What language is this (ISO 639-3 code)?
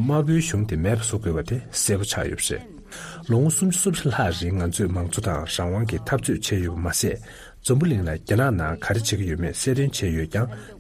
bod